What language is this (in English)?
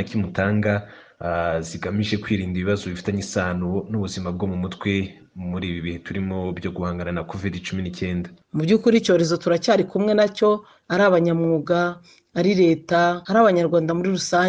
Kinyarwanda